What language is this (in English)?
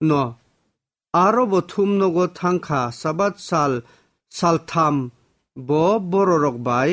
Kok Borok